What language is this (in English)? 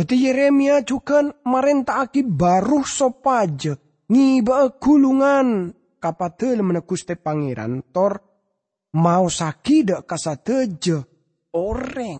Madurese